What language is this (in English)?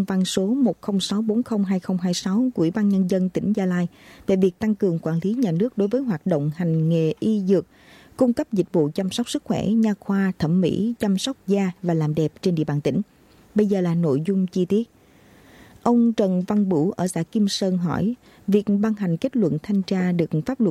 Vietnamese